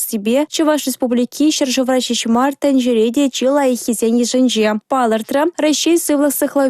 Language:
Chuvash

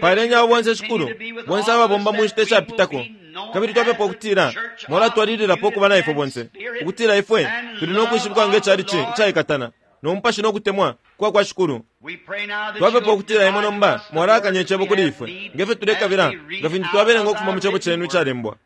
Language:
Bemba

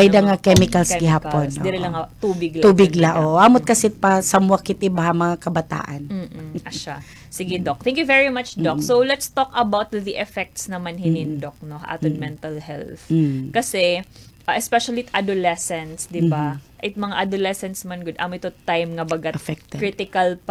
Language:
Waray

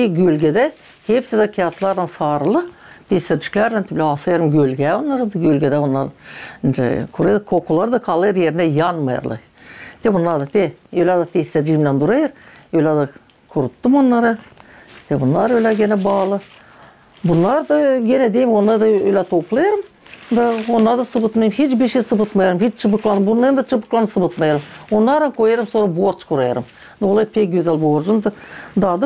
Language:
Gagauz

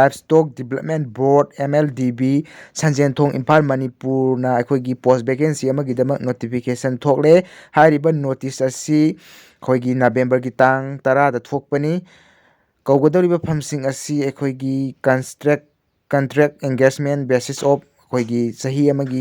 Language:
Manipuri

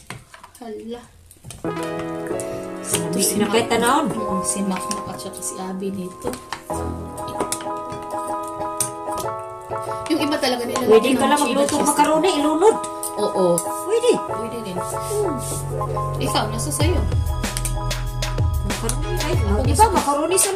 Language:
Filipino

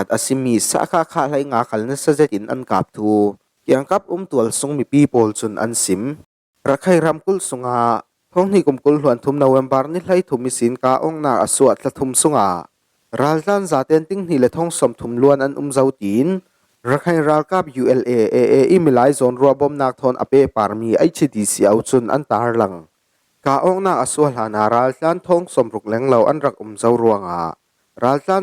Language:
Falam Chin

